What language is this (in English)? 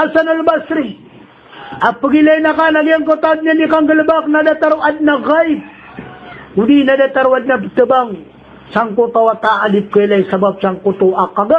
Maranao